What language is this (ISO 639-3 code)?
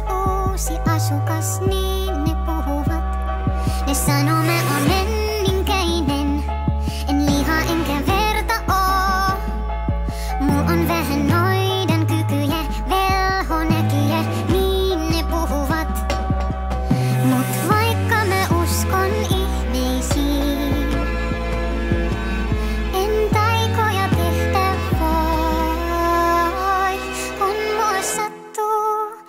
fin